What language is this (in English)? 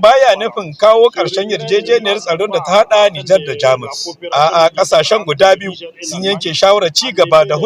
Hausa